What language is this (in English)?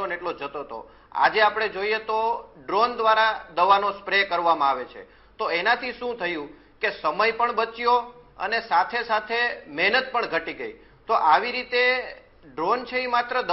Gujarati